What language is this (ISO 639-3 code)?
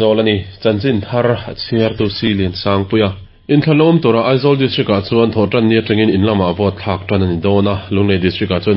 lus